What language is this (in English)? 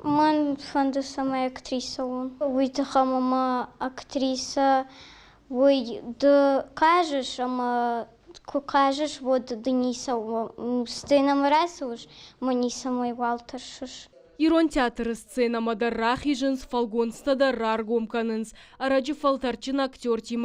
Ossetic